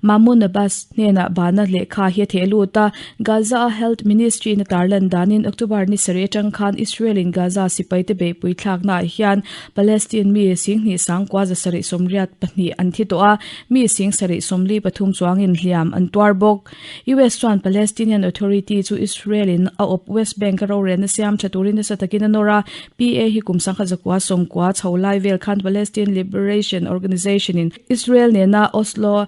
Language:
Mizo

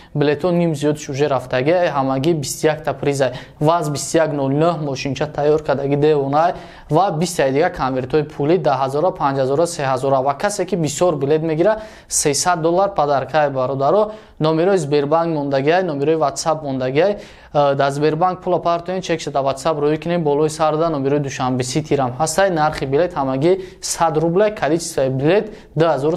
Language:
Tajik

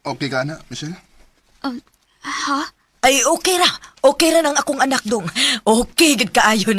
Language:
Cebuano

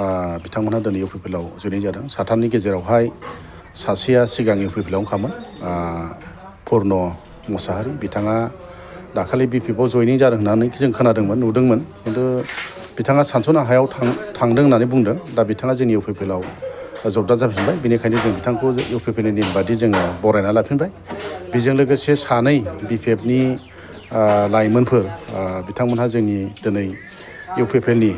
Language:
Bodo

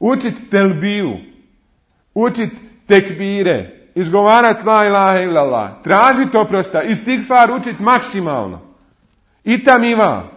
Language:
Bosnian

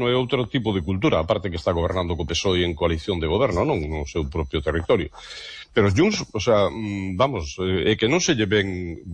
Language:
Galician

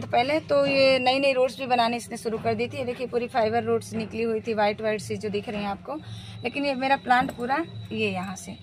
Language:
Hindi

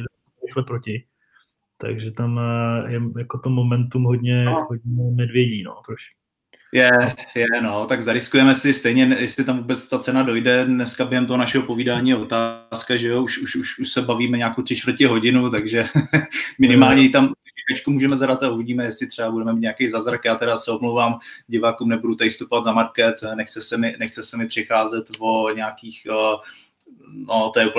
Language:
Czech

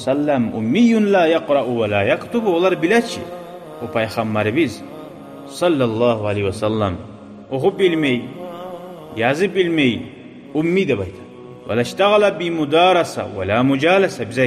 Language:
Kumyk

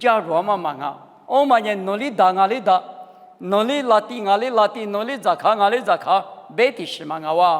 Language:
Lisu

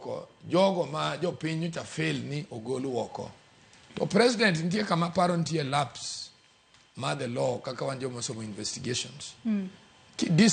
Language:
Luo (Kenya and Tanzania)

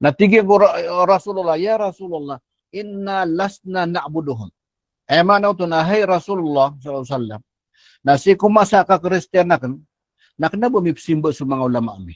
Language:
Maranao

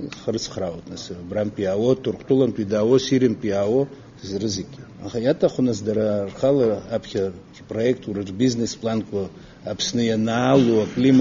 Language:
Abkhazian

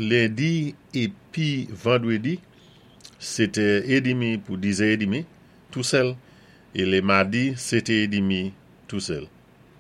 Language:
Saint Lucian Creole French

